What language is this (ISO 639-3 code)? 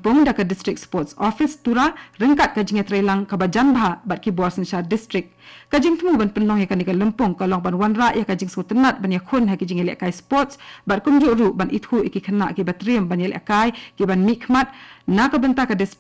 kha